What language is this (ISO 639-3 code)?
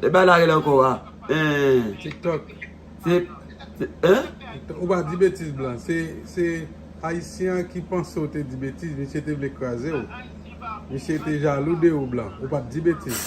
hat